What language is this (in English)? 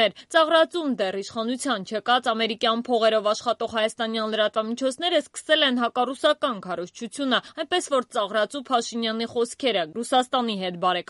Armenian